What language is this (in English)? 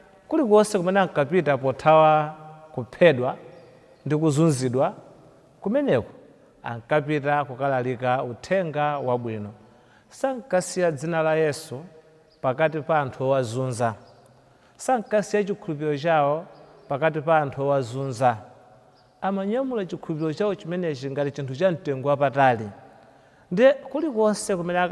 Nyanja